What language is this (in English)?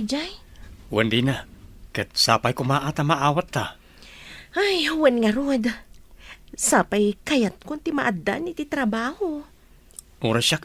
Iloko